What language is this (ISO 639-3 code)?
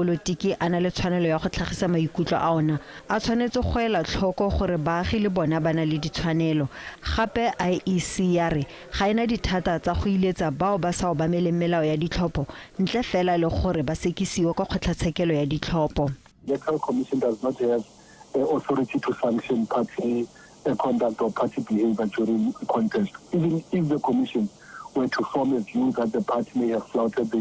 tsn